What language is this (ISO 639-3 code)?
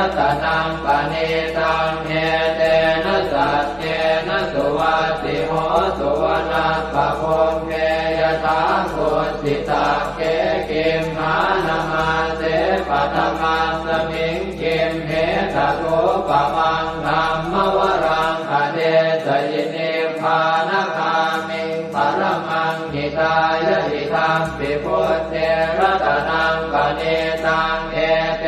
pli